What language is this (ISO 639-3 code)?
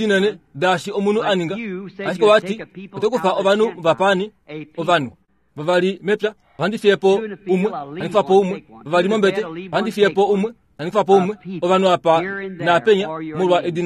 kua